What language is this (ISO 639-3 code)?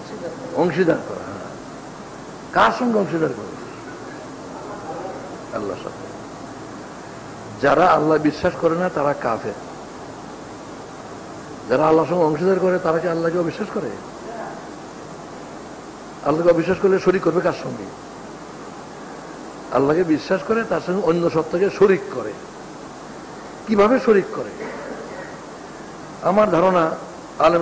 ben